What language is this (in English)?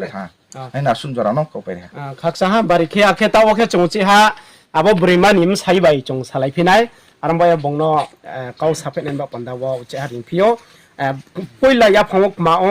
Riang (India)